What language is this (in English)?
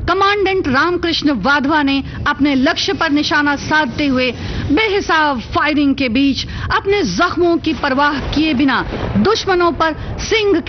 Hindi